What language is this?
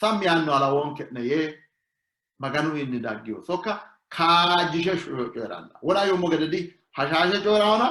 Sidamo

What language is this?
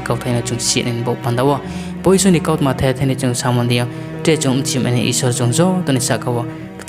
Riang (India)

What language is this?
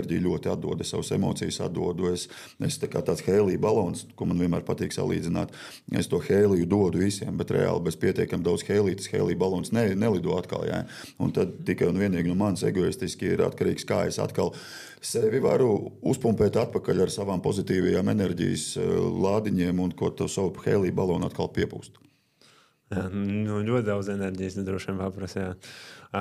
Latvian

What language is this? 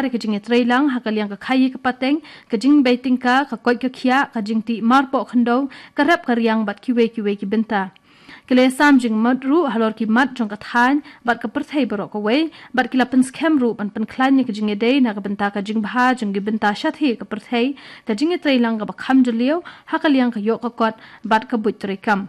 Khasi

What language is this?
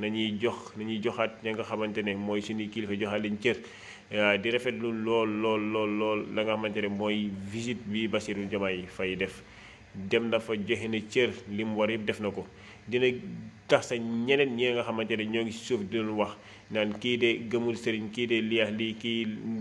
Wolof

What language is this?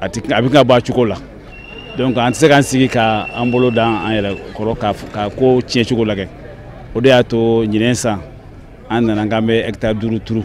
Bambara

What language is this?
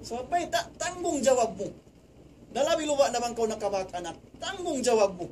Tausug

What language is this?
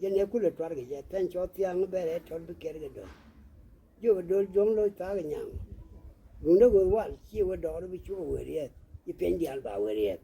Nuer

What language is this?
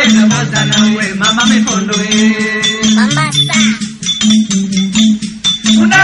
Swahili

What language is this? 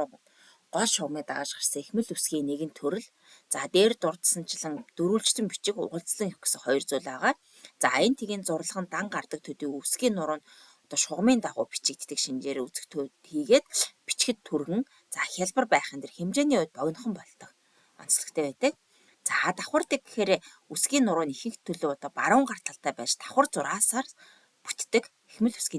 Mongolian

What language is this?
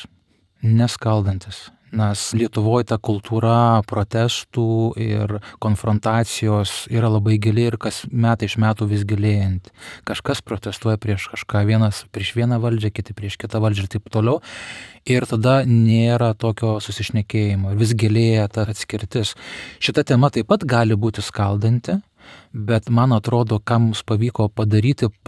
Lithuanian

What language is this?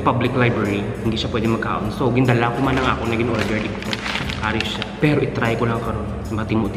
Hiligaynon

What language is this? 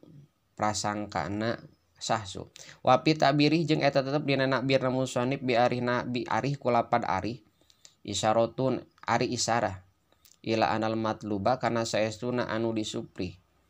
Sundanese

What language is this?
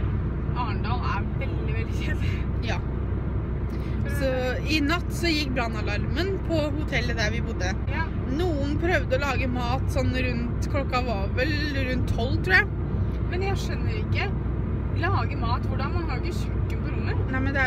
Norwegian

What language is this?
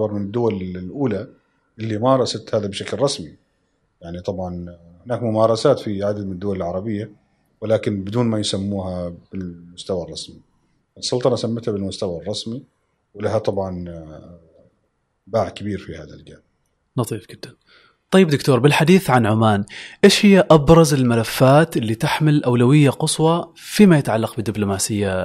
Gulf Arabic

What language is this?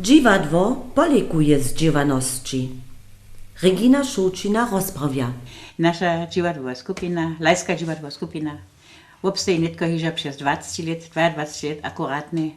Upper Sorbian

